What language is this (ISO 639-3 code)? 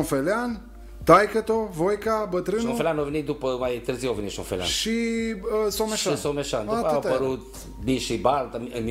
ron